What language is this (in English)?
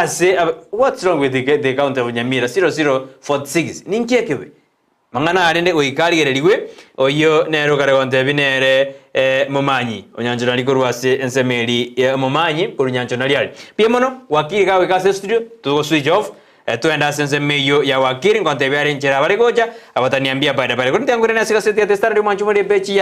Gusii